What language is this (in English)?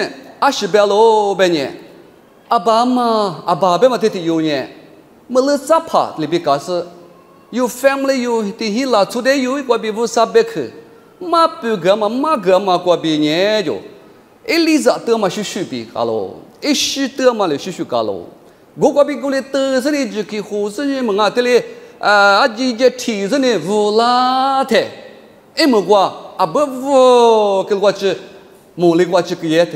Lisu